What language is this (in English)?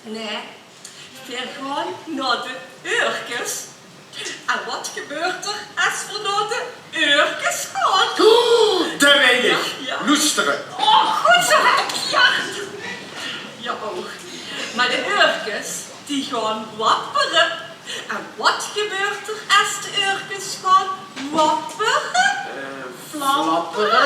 Limburgish